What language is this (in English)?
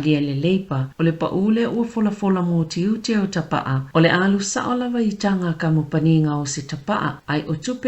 Samoan